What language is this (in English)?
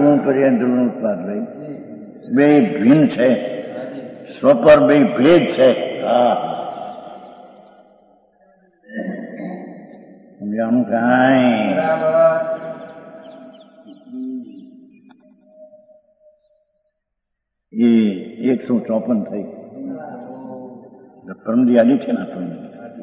Gujarati